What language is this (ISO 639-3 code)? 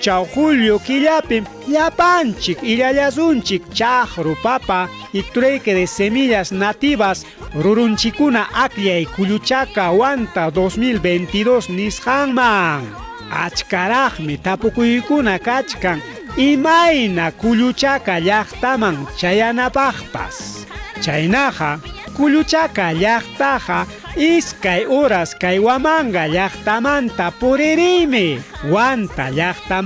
quy